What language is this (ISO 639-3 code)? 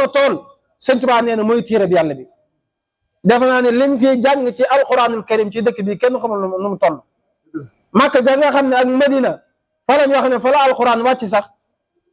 wol